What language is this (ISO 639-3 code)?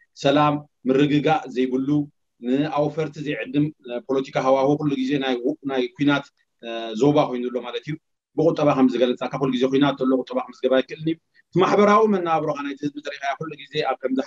tir